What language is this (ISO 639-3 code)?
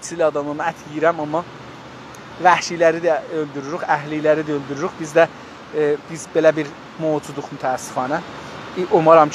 azb